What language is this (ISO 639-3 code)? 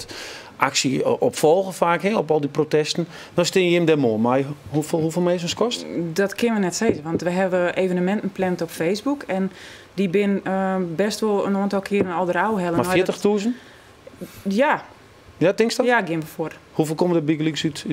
fry